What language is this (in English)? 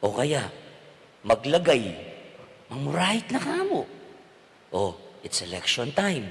Pampanga